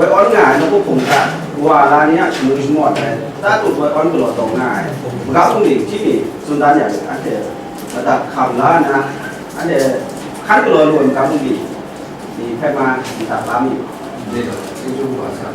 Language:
Kachin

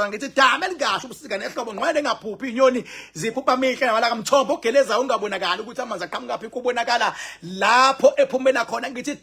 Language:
Zulu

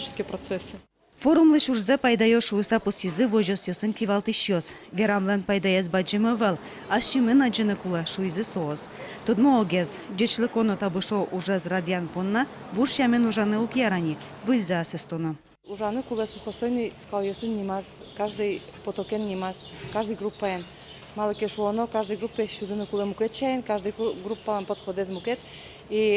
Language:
Udmurt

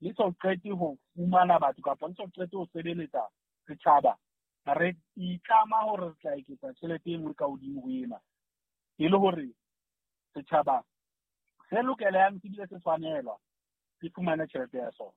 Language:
Southern Sotho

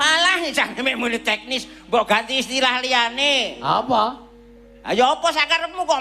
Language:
Javanese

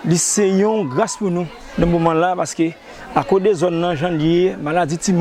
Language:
Haitian Creole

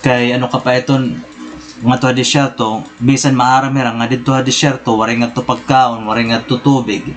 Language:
Waray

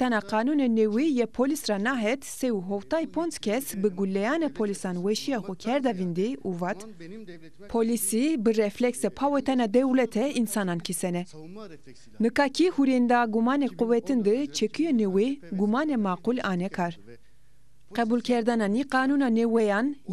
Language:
Zaza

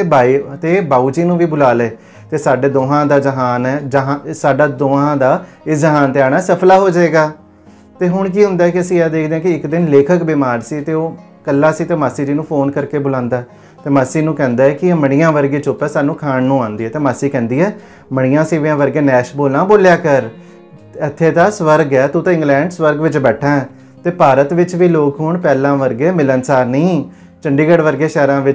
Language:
Punjabi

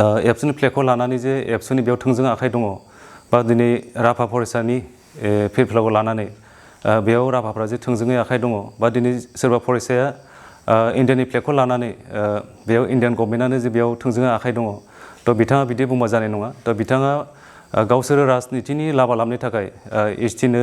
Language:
Bodo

